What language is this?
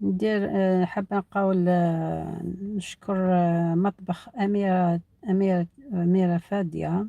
Algerian Arabic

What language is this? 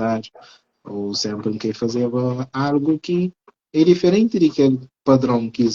Kabuverdianu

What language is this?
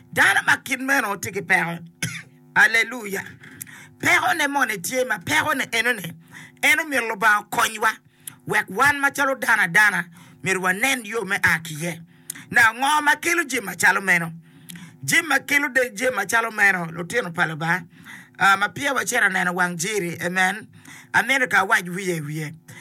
Acoli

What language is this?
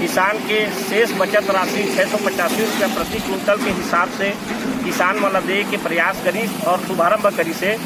Chhattisgarhi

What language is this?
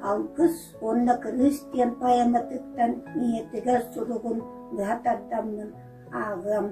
Yakut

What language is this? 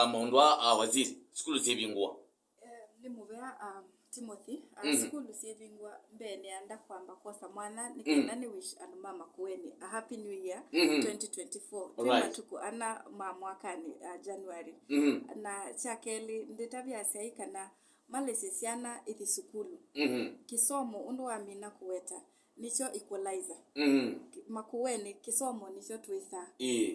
Kamba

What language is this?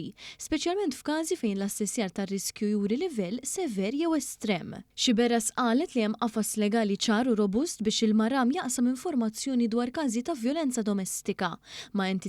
Maltese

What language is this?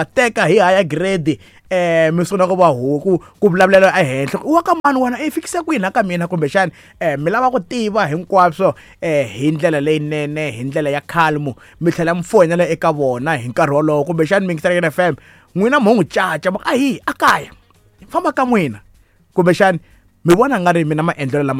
Tsonga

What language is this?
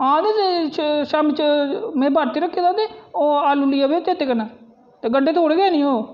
Dogri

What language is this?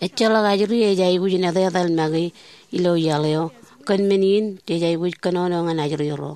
Marshallese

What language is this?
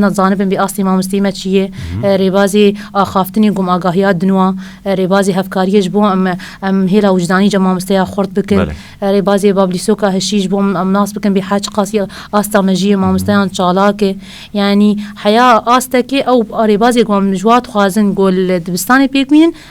Kurdish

